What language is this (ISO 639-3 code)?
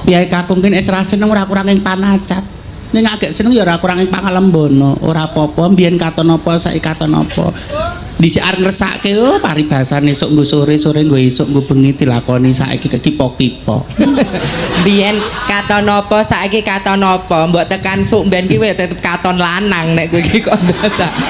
jav